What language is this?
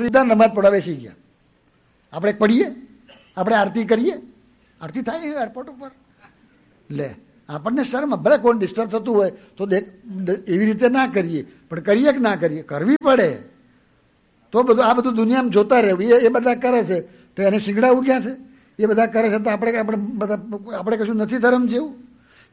Gujarati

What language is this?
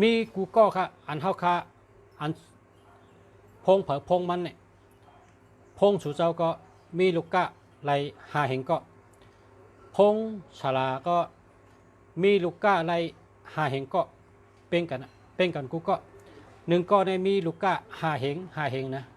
Shan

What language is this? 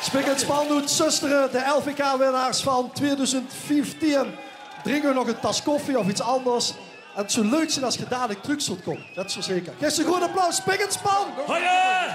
Limburgish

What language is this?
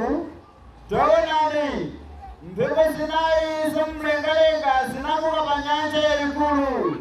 Nyanja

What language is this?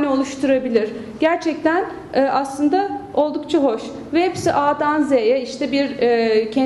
Turkish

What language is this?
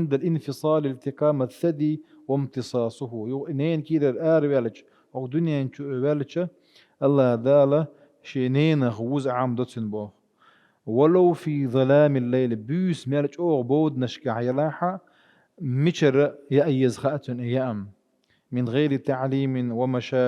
Chechen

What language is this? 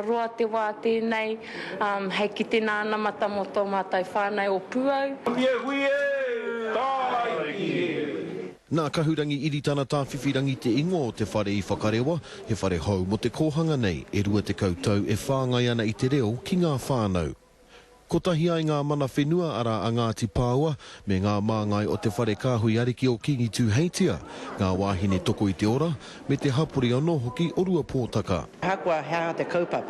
Māori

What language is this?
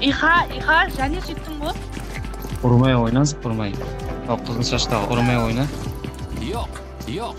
Kara-Kalpak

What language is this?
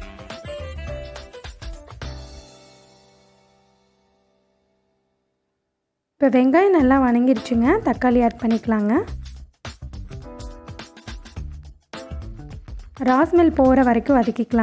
Tamil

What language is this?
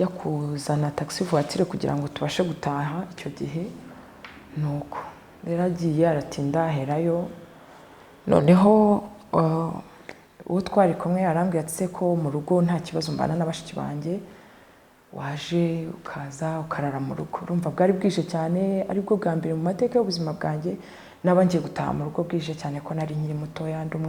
Kinyarwanda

